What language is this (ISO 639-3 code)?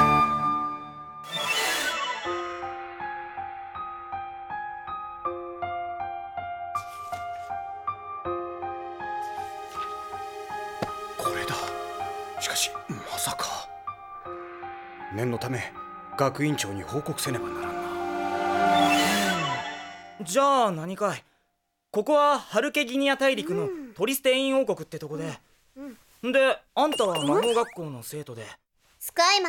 jpn